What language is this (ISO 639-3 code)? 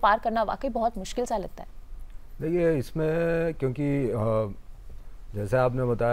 hin